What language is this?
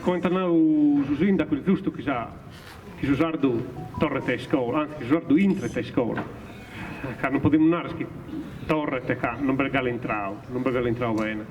Sardinian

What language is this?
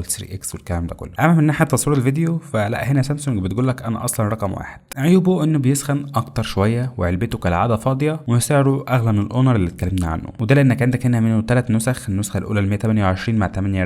Egyptian Arabic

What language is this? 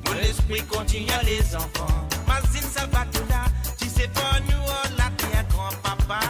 Morisyen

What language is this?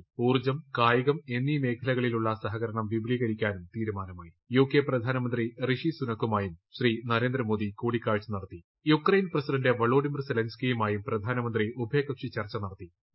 Malayalam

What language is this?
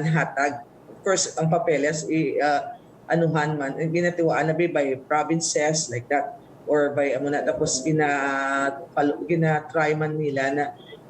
Hiligaynon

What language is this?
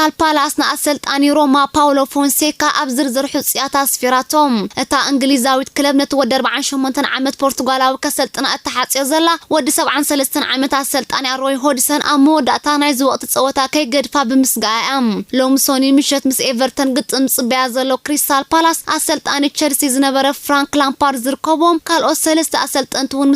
Tigrinya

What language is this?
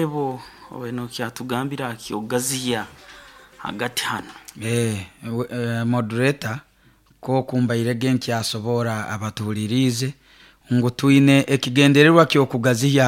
Nyoro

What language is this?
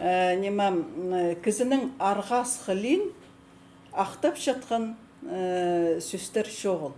Khakas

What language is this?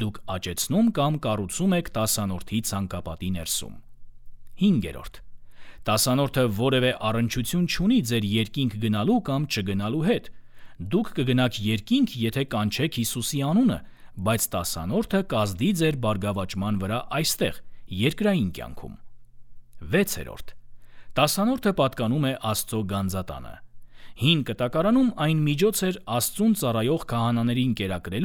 Armenian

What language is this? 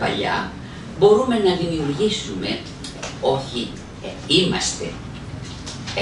Greek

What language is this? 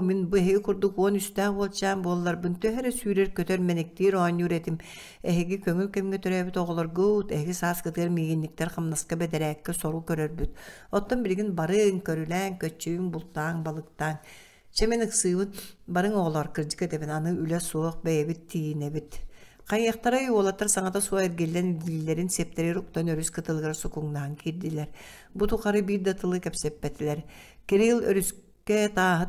Yakut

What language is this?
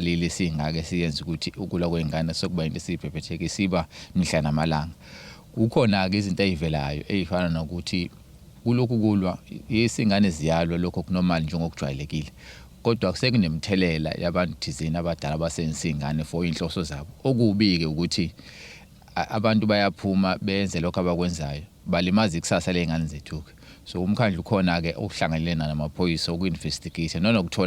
Zulu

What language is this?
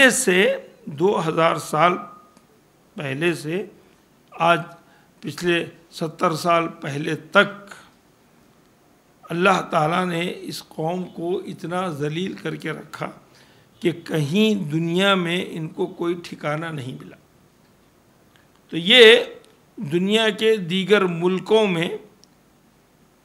Urdu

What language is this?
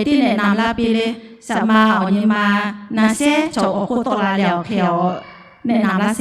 Lahu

